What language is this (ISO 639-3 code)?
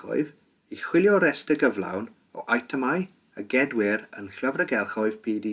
cym